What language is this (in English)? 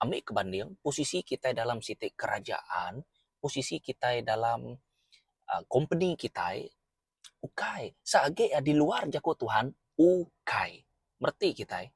Iban